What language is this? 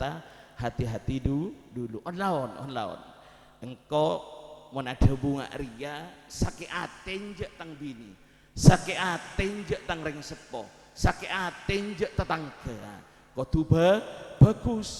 Madurese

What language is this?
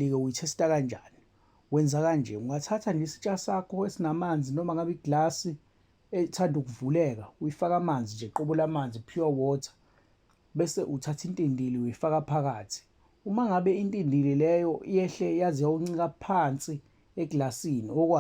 Zulu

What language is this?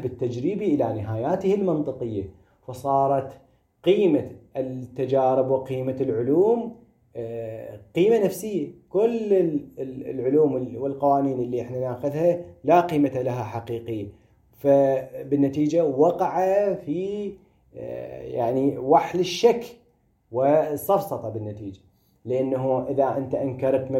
Moroccan Arabic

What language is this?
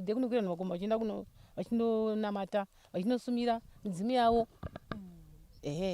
Shona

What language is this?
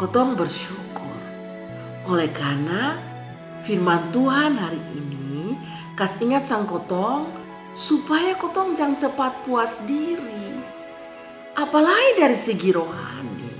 Kupang Malay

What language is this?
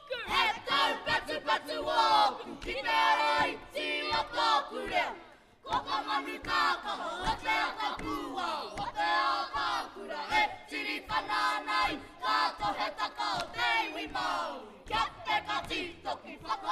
Māori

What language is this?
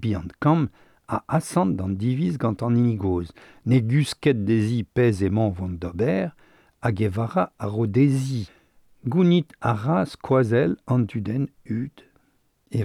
Breton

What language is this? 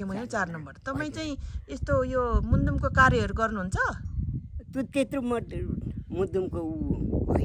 Nepali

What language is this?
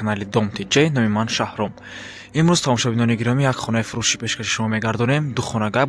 Tajik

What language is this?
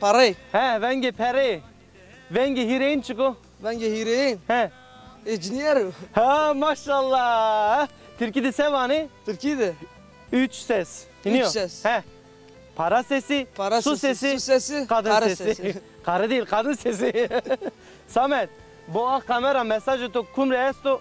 Zaza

